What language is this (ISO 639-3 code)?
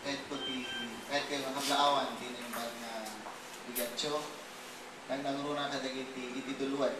ilo